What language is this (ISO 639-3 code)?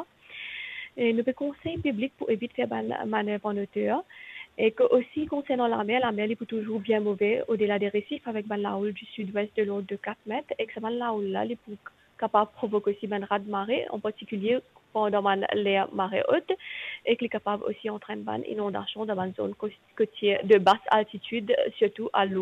mfe